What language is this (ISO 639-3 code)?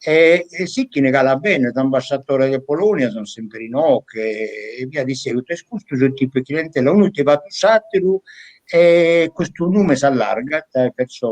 srd